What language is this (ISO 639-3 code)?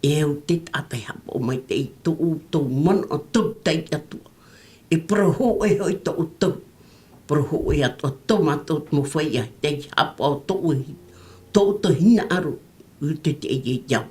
tah